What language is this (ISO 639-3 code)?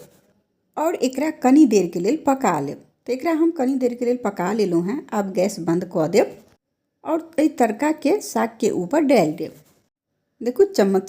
mai